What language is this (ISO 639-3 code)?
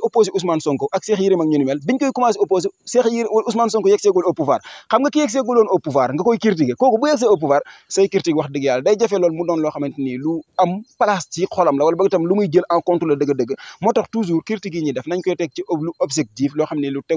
wol